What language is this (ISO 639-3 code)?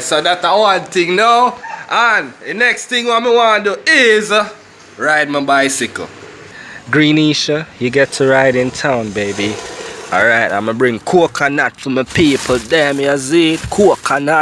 jam